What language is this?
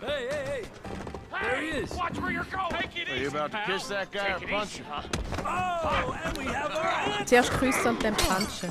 Swiss German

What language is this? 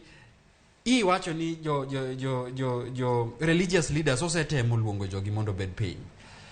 Luo (Kenya and Tanzania)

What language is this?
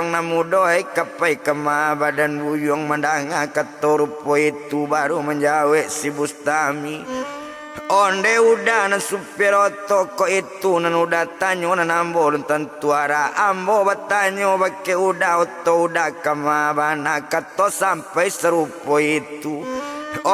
Minangkabau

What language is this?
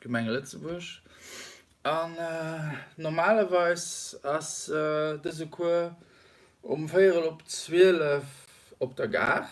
Luxembourgish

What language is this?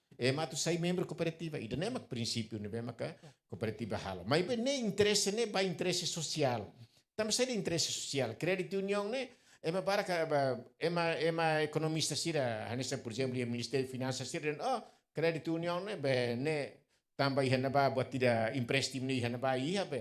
Tetum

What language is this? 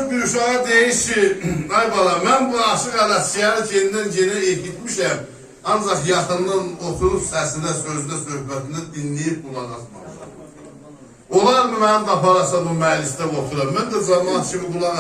South Azerbaijani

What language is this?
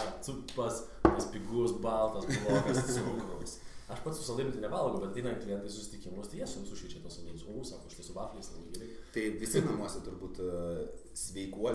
Lithuanian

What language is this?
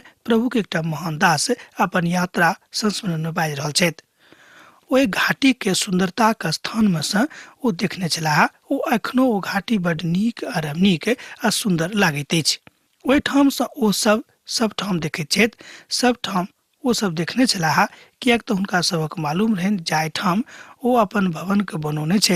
Maithili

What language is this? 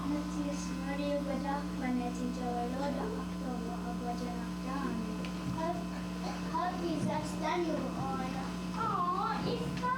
Mohawk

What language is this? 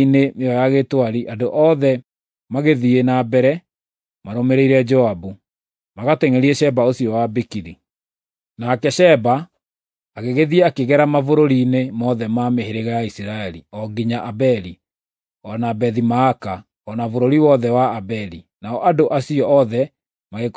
Kikuyu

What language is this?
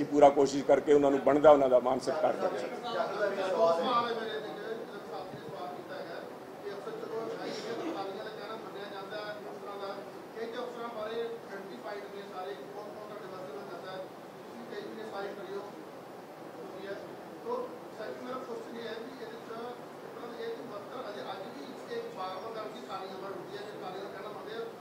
Punjabi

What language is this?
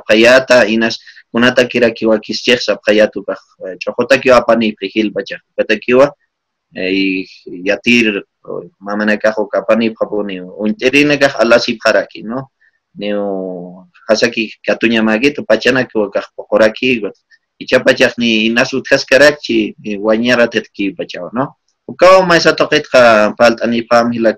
Aymara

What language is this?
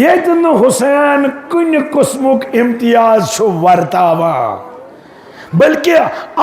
Kashmiri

